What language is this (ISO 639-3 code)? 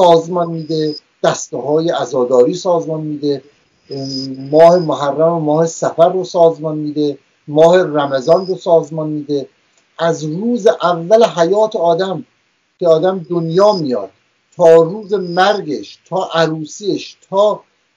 fas